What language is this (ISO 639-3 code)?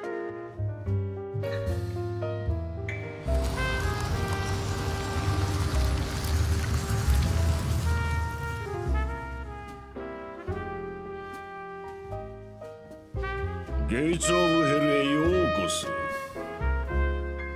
jpn